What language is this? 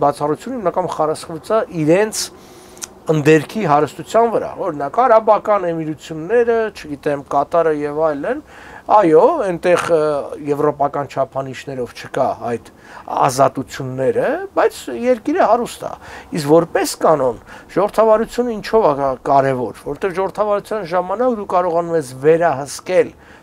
Armenian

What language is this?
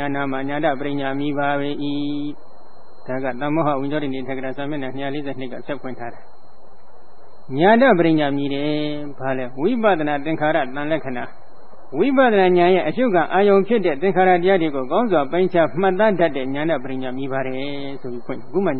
Burmese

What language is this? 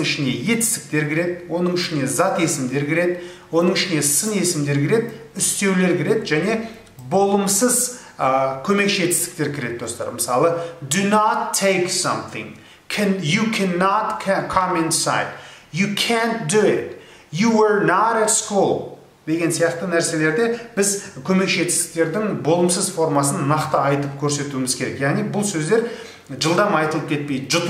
Kazakh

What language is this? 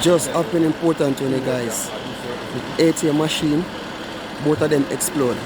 Jamaican Creole English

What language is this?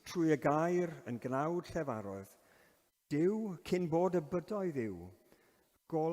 Welsh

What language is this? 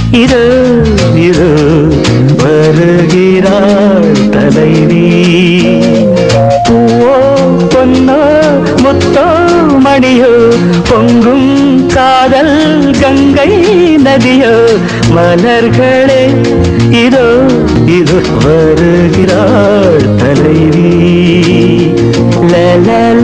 Tamil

